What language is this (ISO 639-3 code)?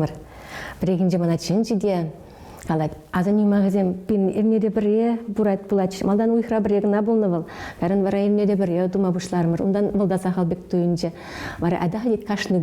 chv